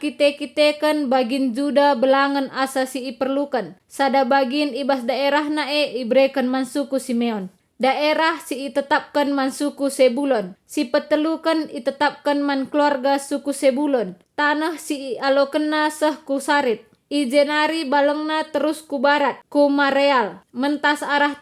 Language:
Batak Karo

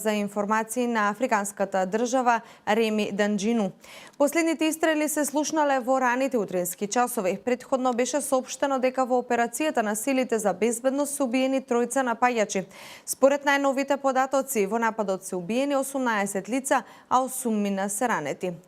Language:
Macedonian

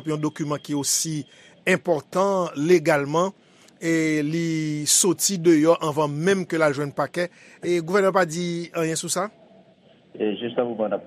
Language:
Haitian Creole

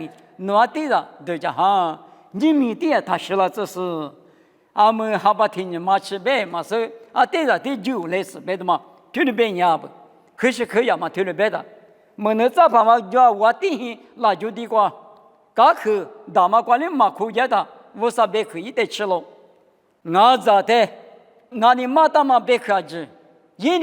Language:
Lisu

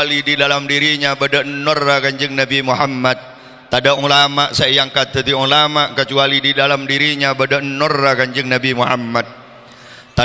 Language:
Madurese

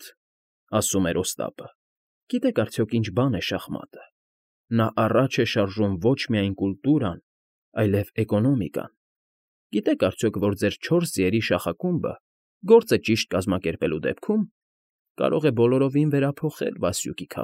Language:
Armenian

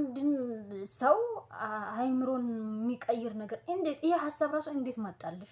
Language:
Amharic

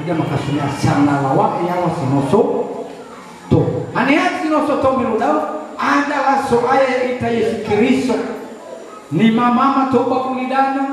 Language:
Nias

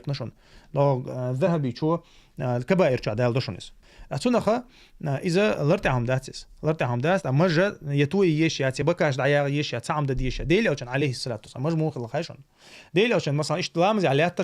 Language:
Chechen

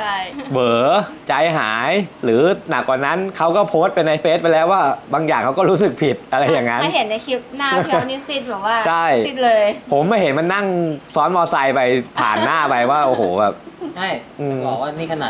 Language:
Thai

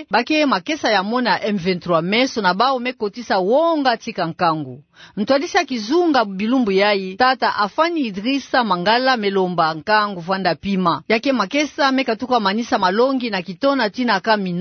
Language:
Kituba (Democratic Republic of Congo)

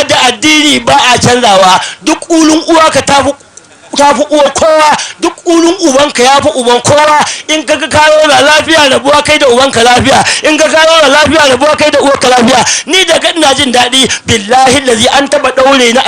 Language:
Hausa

